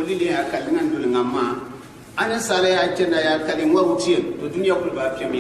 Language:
Gourmanchéma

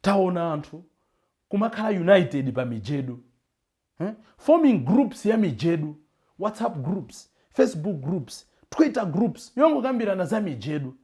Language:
Nyanja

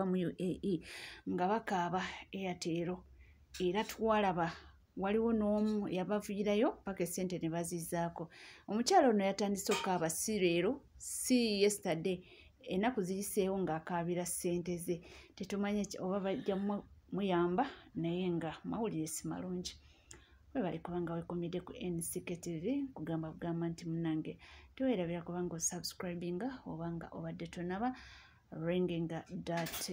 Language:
Ganda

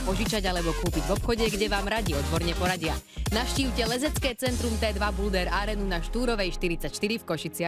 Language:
Slovak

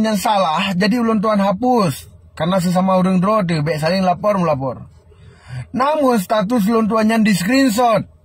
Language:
Achinese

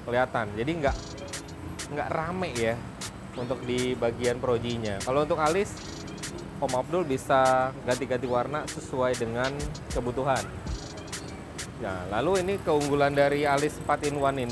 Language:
Indonesian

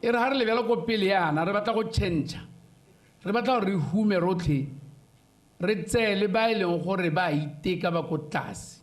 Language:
Tswana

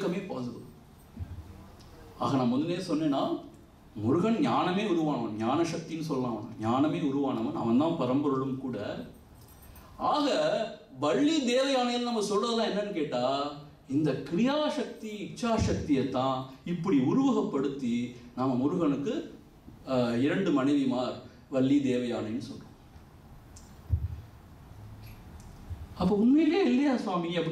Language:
Tamil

